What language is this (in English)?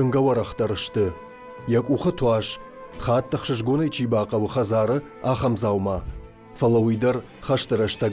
Ossetic